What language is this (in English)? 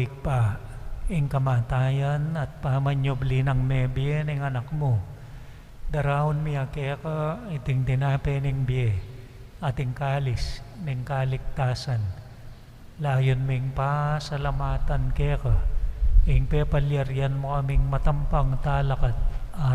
Pampanga